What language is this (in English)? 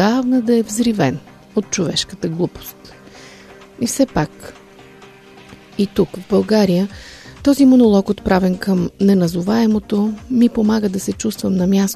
Bulgarian